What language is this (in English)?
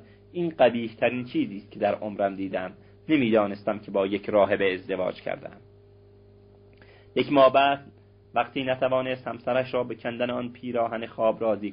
Persian